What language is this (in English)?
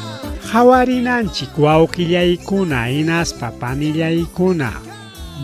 Ayacucho Quechua